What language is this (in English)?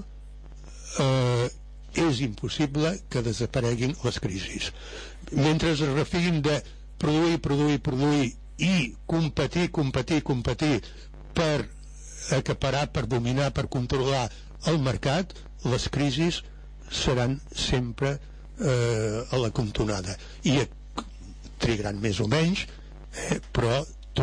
Catalan